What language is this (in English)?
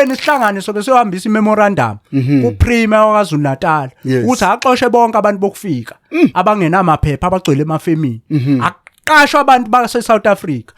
Zulu